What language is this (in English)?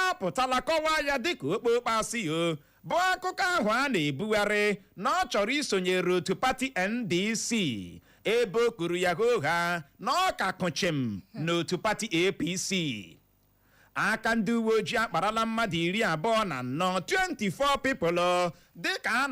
Igbo